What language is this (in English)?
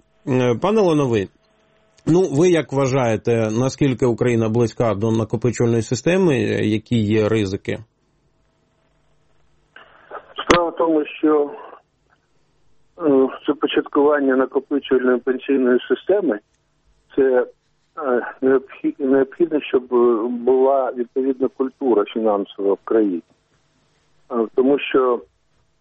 Ukrainian